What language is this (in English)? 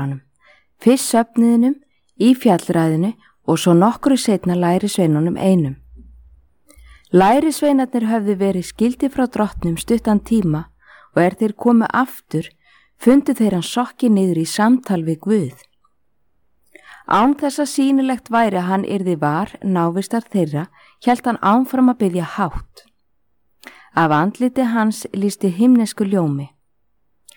Icelandic